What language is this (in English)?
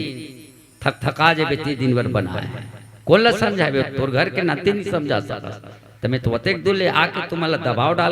Chhattisgarhi